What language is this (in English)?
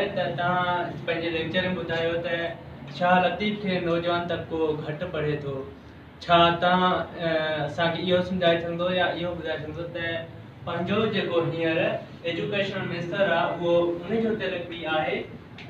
Sindhi